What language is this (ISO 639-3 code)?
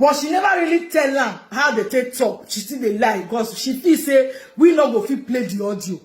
pcm